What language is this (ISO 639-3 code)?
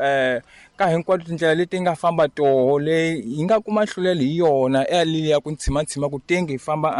tso